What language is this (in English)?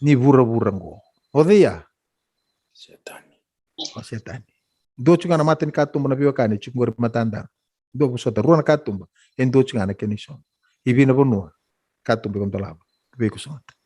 Fijian